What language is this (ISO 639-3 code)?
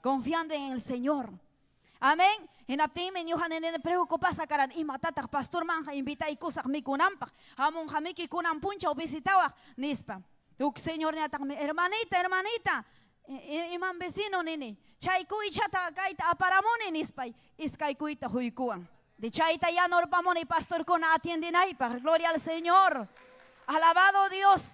quy